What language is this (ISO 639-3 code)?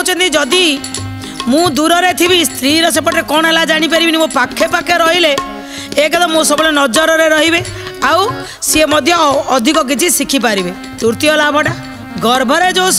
ori